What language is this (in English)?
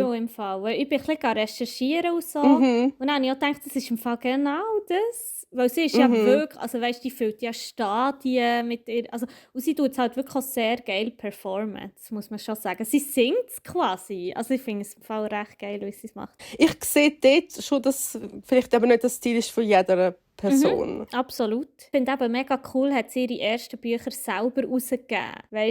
Swiss German